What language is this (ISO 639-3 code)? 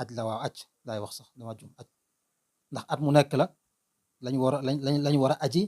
wol